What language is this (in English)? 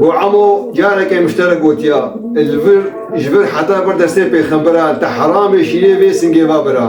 Kurdish